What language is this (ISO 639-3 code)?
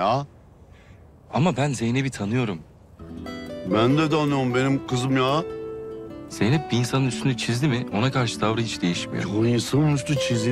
tur